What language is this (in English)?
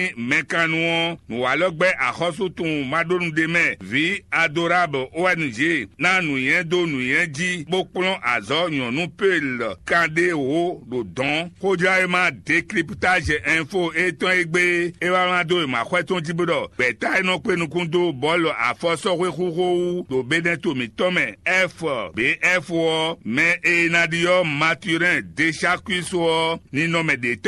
Fon